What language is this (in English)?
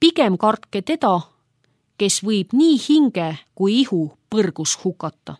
Estonian